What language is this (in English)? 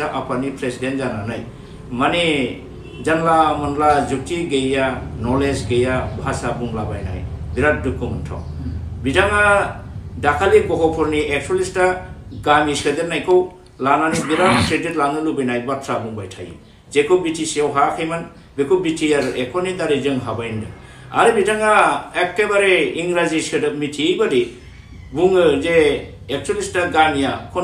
Bodo